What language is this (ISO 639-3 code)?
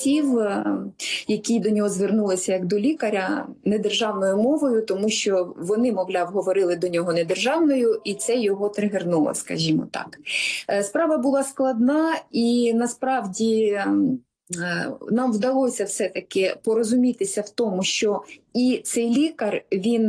ukr